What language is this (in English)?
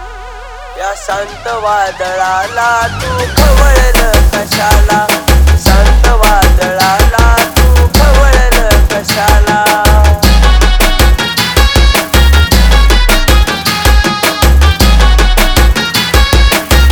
Marathi